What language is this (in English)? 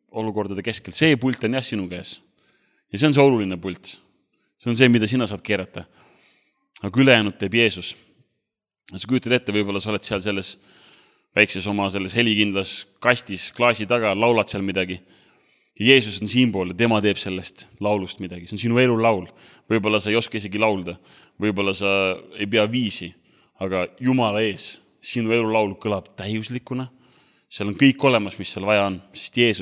Estonian